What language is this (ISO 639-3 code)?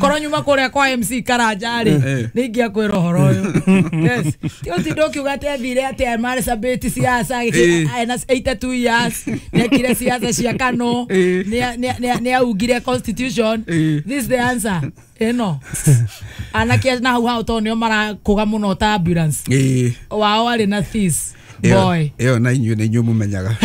kik